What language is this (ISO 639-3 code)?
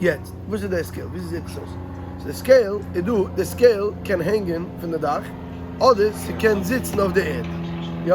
yid